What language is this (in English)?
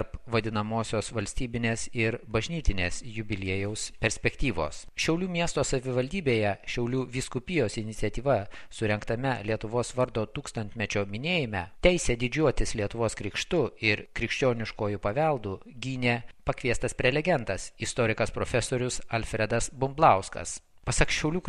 Lithuanian